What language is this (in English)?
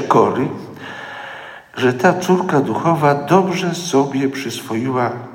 Polish